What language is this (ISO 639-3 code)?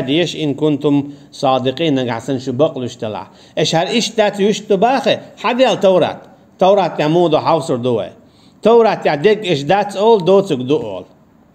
che